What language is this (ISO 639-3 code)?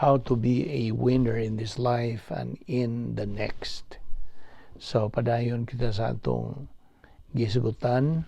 ceb